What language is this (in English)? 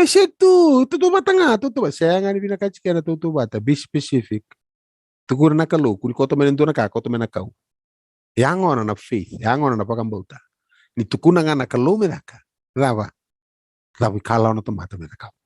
Fijian